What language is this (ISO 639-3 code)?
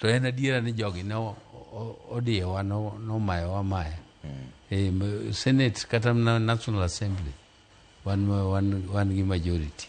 luo